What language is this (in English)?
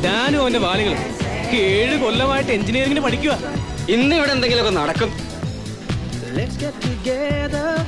Malayalam